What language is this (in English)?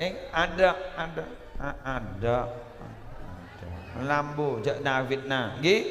Madurese